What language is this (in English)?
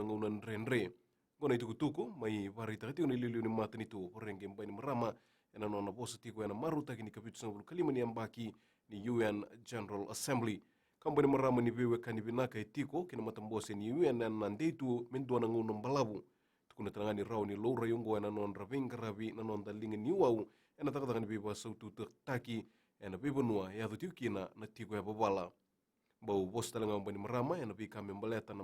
Fijian